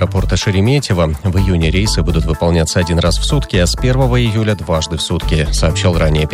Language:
Russian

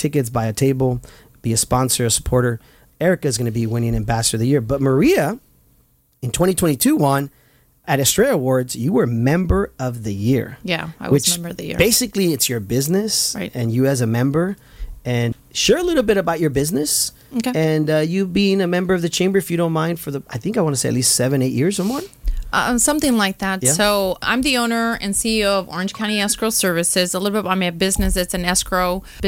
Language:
English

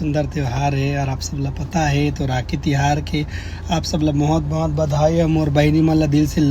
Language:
Chhattisgarhi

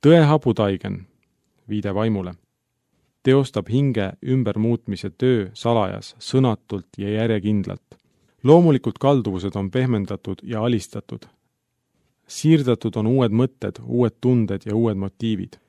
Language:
Estonian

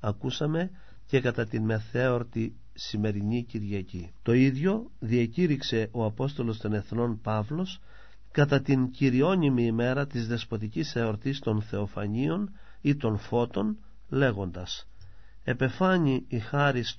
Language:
Greek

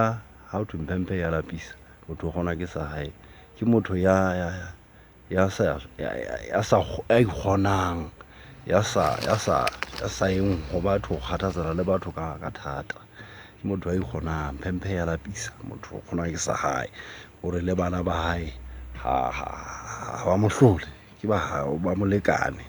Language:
Southern Sotho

